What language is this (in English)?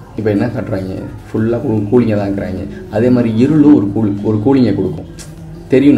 Tamil